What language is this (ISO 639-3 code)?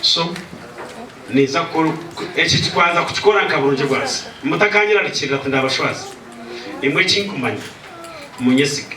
nyn